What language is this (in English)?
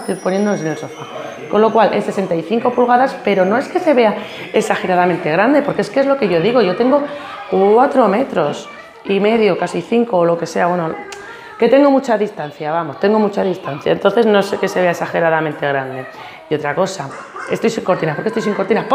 Spanish